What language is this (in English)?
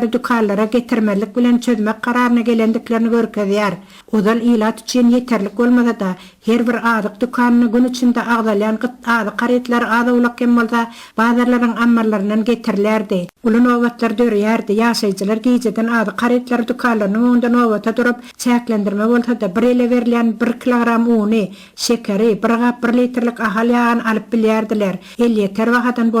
Turkmen